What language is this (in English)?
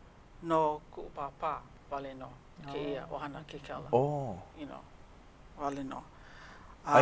Hawaiian